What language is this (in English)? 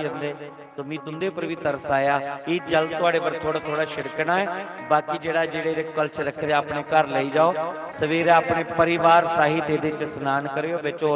Dogri